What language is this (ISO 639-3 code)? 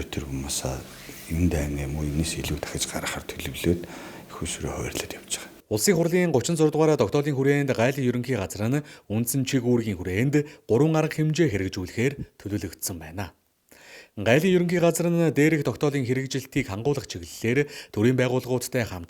mon